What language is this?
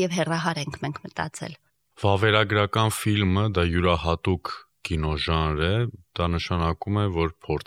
Armenian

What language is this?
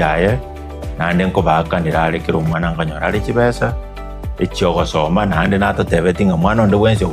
Gusii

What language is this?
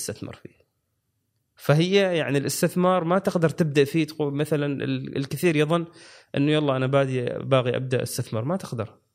Gulf Arabic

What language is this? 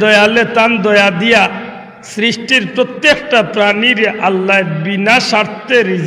Sylheti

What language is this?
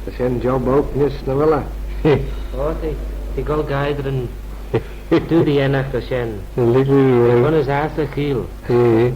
Manx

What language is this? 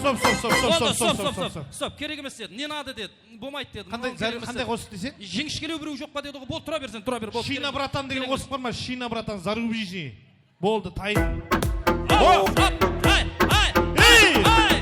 Kara-Kalpak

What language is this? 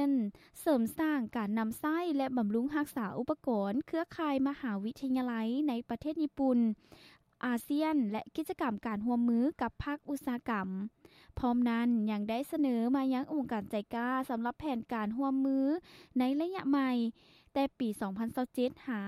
Lao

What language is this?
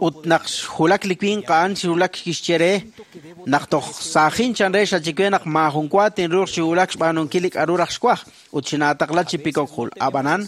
Kekchí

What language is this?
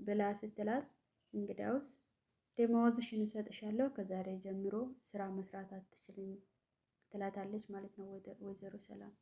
Amharic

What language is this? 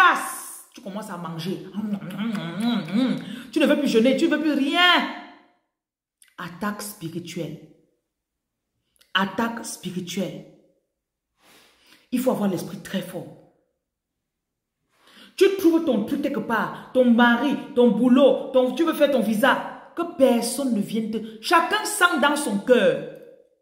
French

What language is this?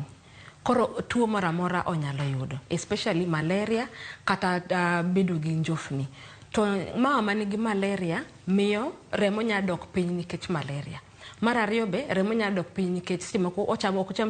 Luo (Kenya and Tanzania)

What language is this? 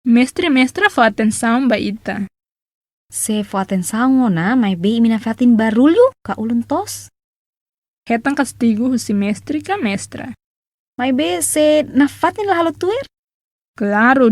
Tetum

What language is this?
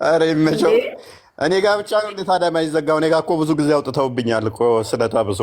Amharic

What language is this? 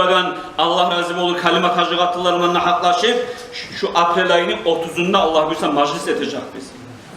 Kumyk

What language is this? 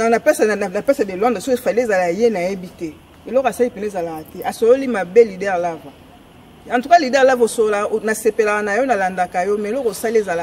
Lingala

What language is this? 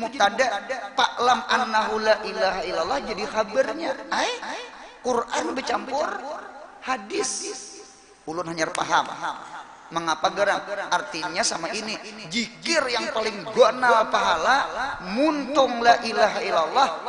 Banjar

